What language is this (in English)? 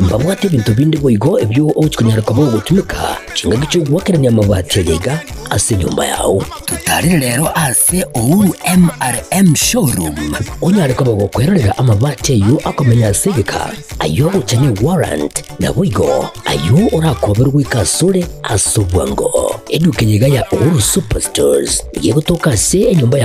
Gusii